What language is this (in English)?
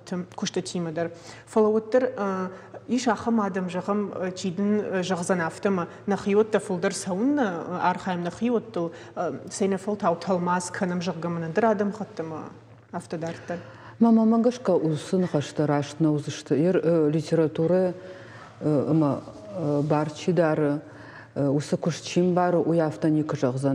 Ossetic